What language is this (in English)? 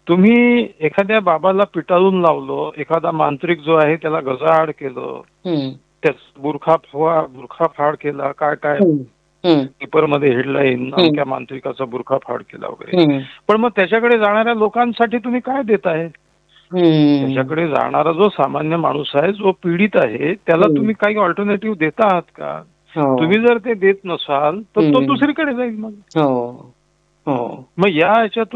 Marathi